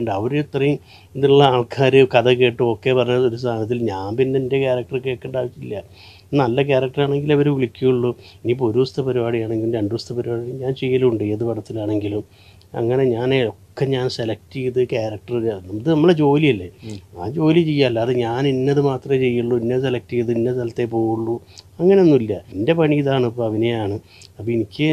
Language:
Malayalam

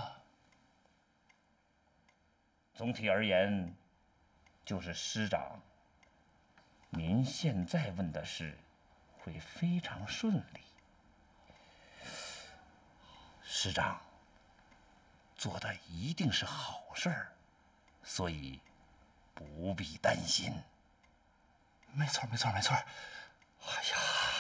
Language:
Chinese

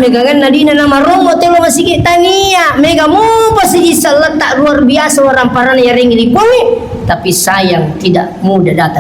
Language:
Buginese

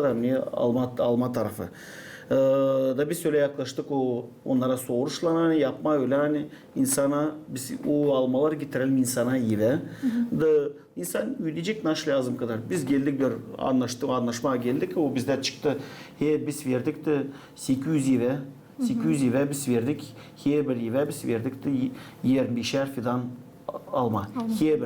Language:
Gagauz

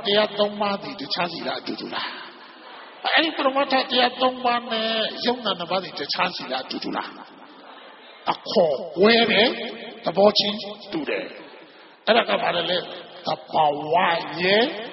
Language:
Burmese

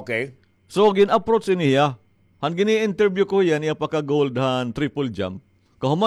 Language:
Waray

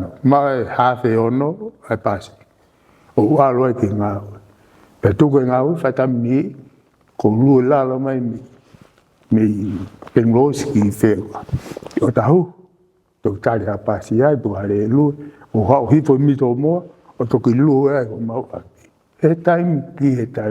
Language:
Tongan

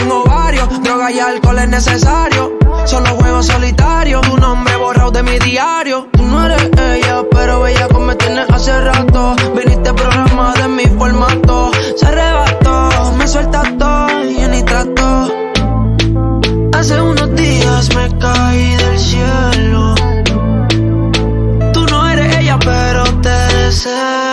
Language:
Spanish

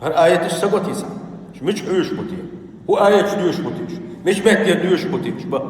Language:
Chechen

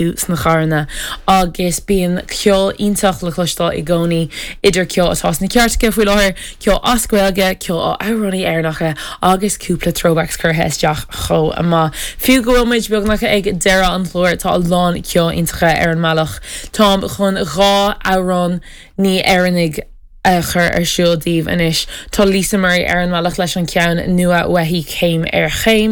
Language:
Irish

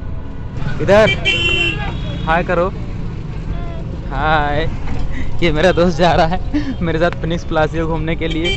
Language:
Hindi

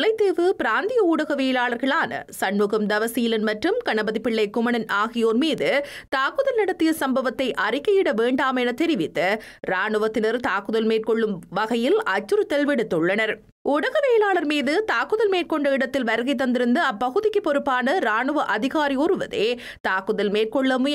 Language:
Tamil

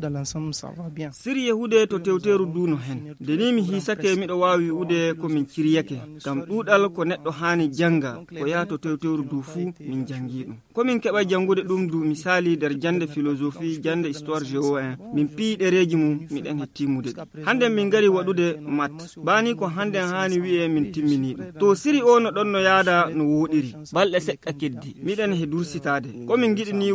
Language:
Fula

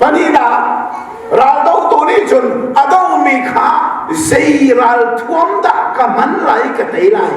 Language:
Hakha Chin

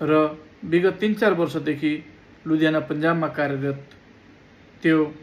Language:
Nepali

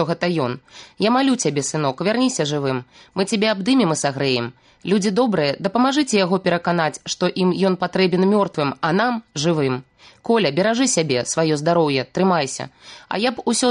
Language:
Belarusian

